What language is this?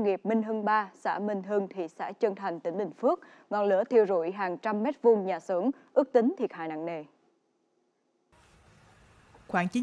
Vietnamese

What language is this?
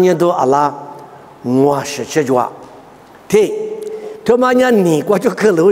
Lisu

